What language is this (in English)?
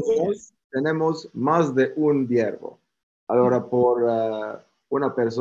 Ladino